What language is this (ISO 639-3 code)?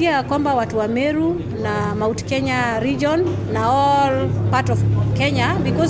mer